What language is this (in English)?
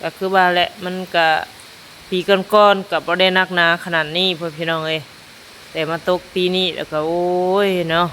Lao